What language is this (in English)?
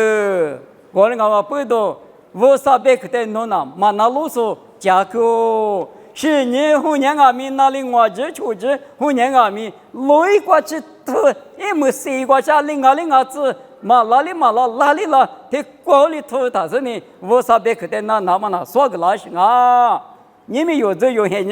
Lisu